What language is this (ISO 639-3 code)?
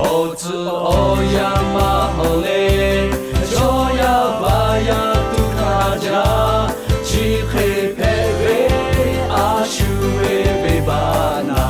lhu